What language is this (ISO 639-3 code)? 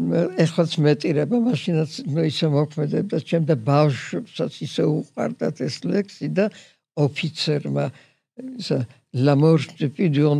kat